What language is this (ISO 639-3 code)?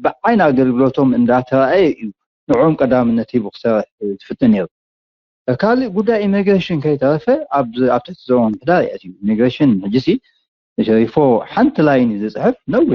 tir